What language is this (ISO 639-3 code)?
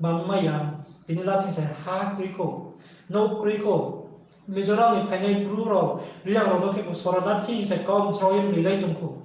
ria